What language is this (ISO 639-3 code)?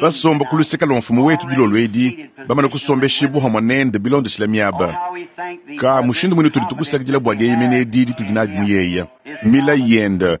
lua